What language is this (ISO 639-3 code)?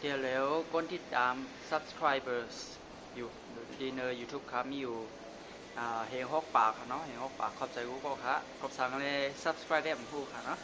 shn